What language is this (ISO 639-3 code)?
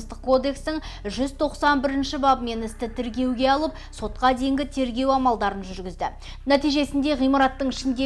kaz